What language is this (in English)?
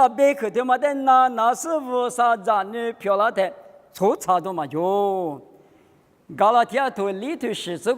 Lisu